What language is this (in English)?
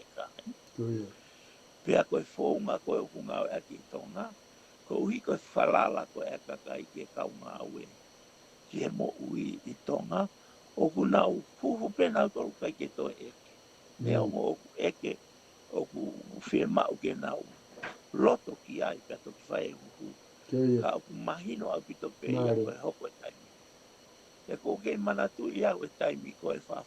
Tongan